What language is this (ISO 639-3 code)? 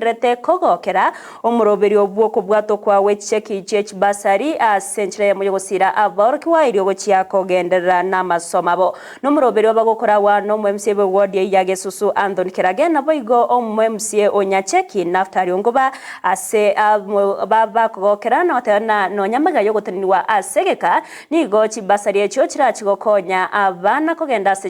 guz